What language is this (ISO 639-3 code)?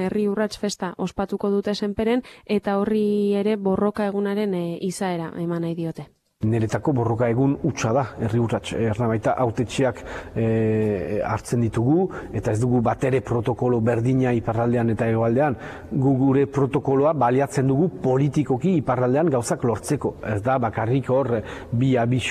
eus